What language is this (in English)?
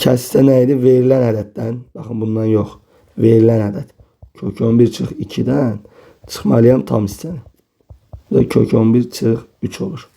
Azerbaijani